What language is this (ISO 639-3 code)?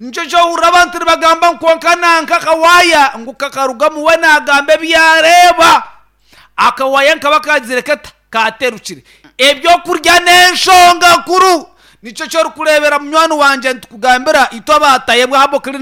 nyn